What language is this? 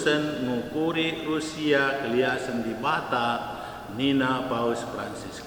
Batak Karo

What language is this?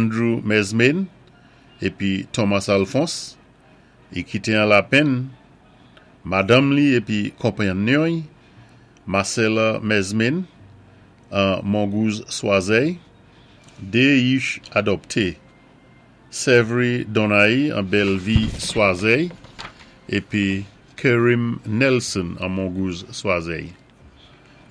Saint Lucian Creole French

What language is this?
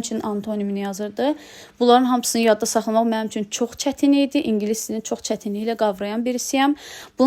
Azerbaijani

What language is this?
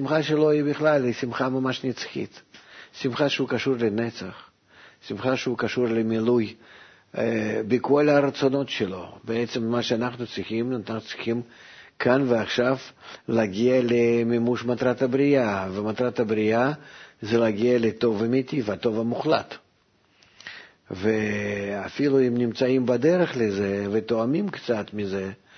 Hebrew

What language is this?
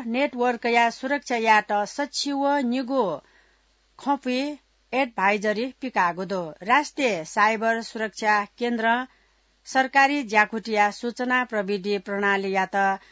Newari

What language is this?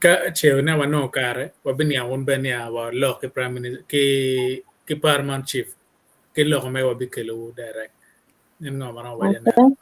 Acoli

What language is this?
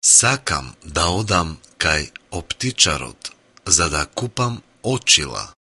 Macedonian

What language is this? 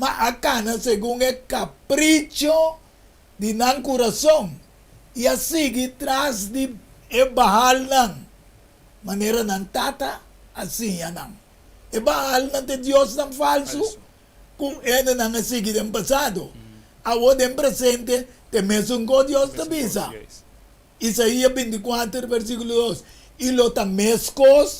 Papiamento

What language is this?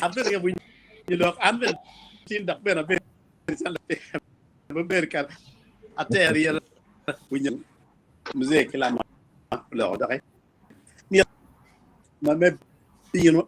Acoli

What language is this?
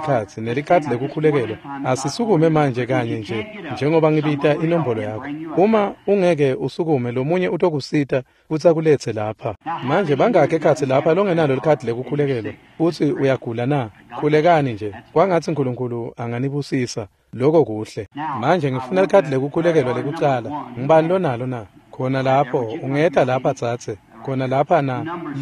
Swati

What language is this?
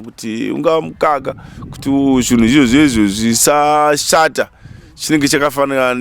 Shona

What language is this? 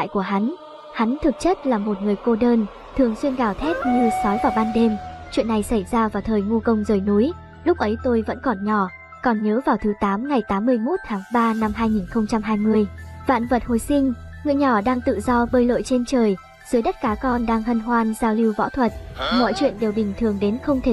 Vietnamese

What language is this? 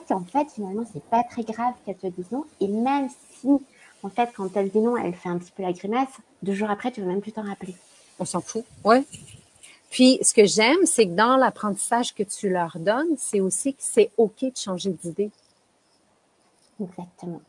French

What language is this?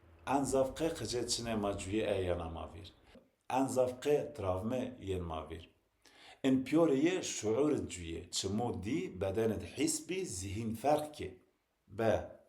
Zaza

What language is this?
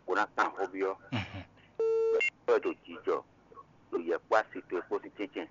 Fon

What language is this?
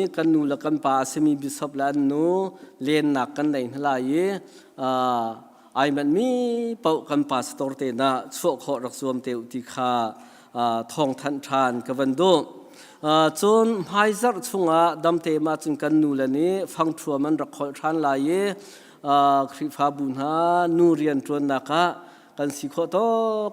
Hakha Chin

